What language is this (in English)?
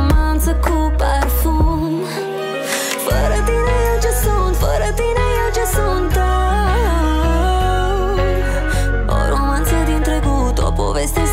Romanian